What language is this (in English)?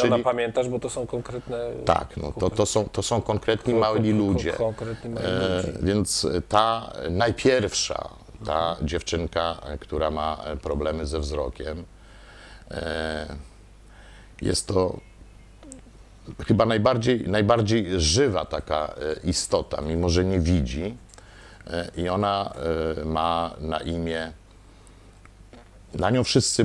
Polish